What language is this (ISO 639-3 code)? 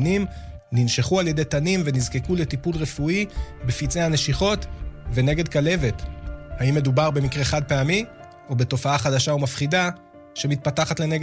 heb